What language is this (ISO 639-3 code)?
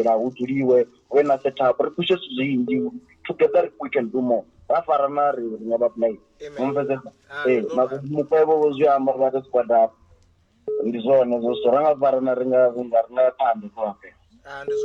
ven